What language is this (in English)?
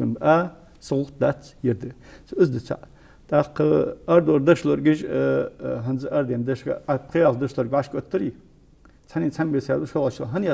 Ingush